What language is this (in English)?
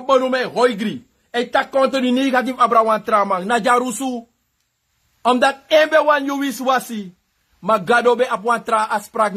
Sranan Tongo